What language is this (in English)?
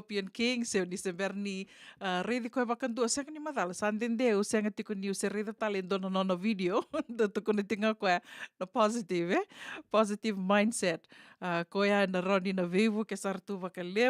Fijian